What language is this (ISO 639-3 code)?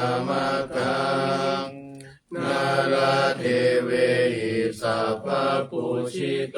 pli